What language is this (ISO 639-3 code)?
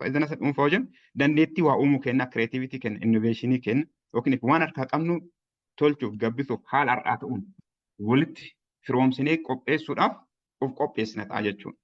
orm